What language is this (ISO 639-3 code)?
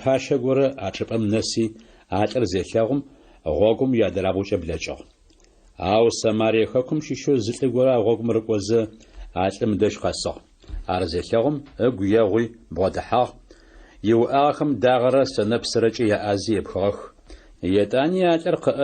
ady